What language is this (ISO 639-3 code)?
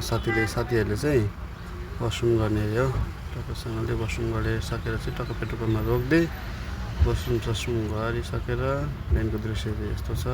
nep